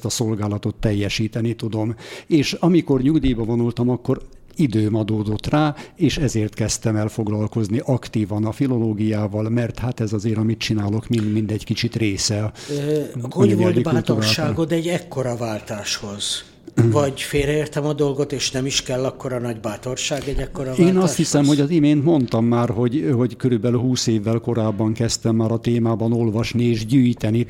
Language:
Hungarian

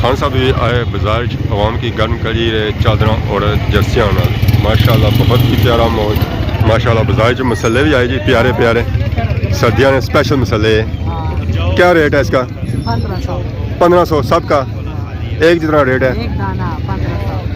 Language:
Pahari-Potwari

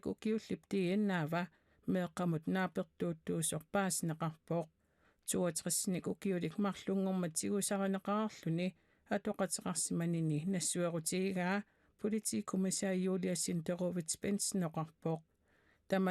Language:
Kalaallisut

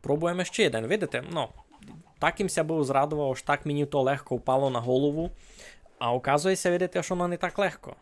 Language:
Rusyn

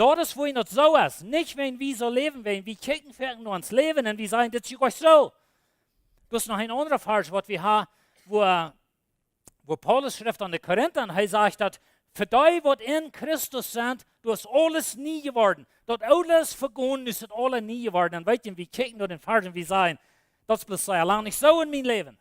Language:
Plautdietsch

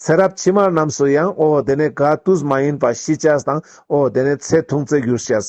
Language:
Ladakhi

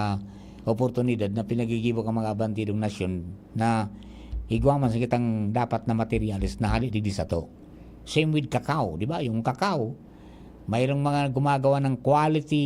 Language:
Bikol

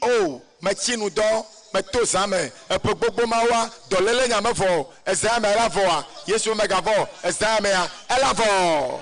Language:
Ewe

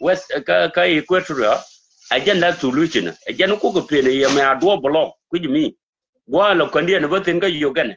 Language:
Nuer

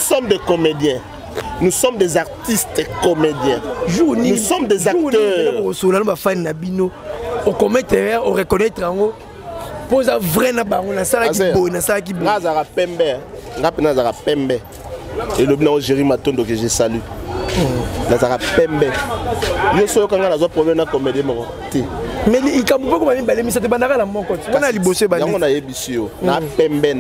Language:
Lingala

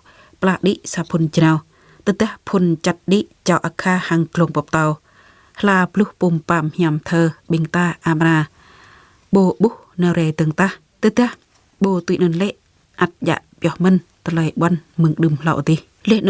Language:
Jarai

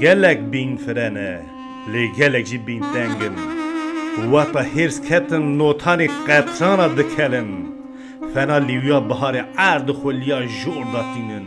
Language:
Kurdish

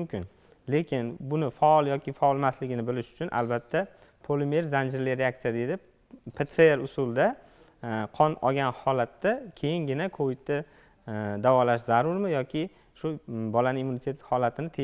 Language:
Uzbek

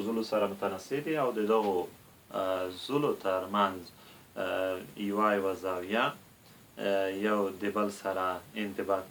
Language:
Pashto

